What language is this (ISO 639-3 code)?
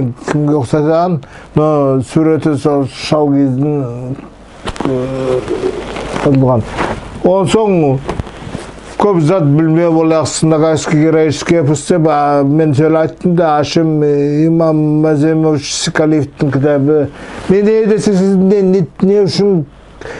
nog